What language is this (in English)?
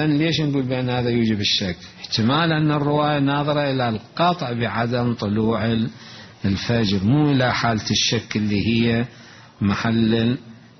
Mesopotamian Arabic